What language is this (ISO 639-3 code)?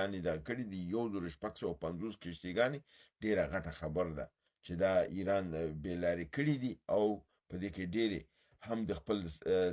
pus